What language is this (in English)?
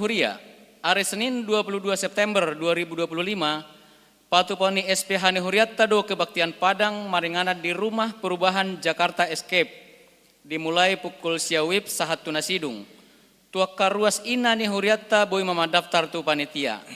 Batak Toba